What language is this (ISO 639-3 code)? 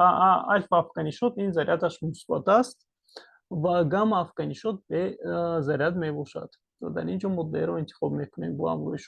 tgk